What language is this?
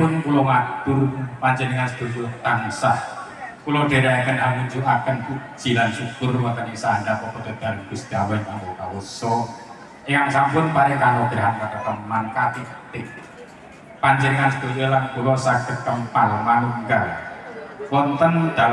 Javanese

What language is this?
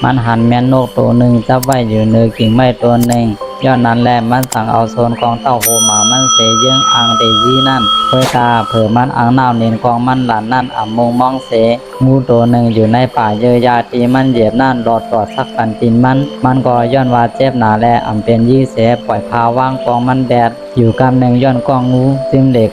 Shan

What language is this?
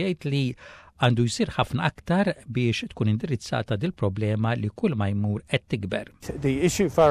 Maltese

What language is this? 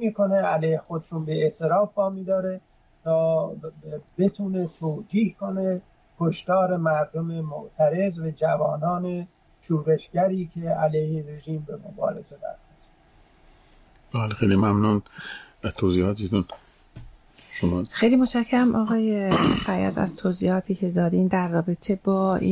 Persian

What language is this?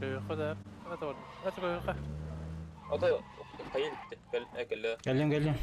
Yakut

